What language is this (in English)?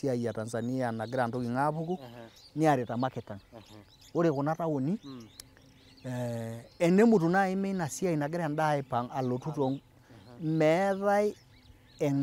Masai